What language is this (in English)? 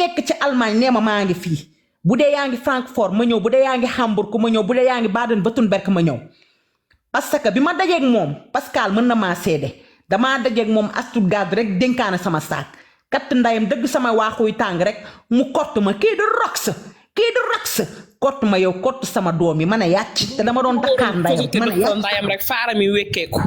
Wolof